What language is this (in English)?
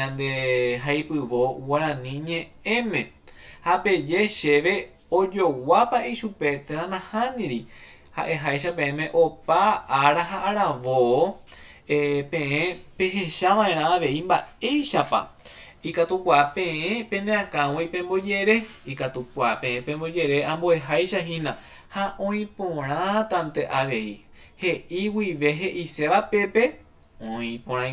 Guarani